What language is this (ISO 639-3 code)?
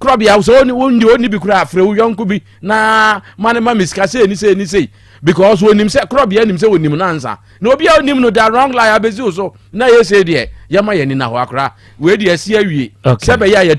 aka